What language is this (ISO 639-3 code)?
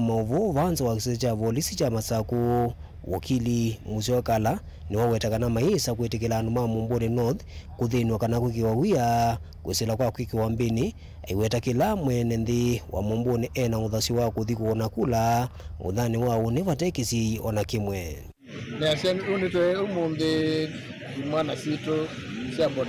kam